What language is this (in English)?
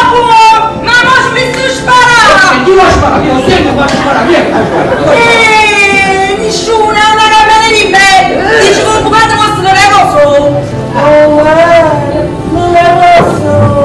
Neapolitan